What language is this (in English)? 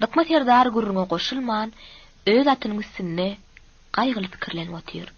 Turkmen